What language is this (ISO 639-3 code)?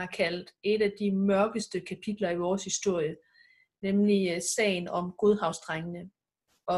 dan